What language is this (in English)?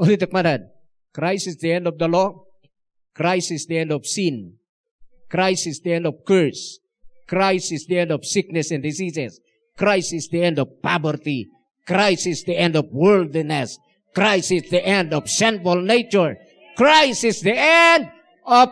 Iloko